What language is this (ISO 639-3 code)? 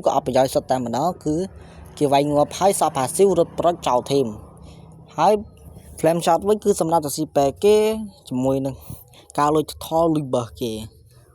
khm